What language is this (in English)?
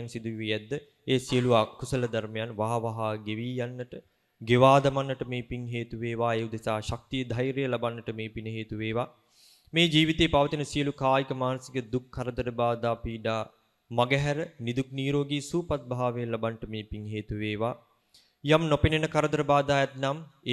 Sinhala